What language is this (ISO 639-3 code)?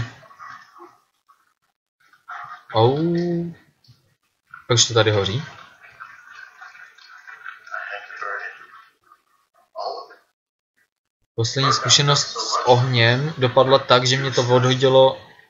ces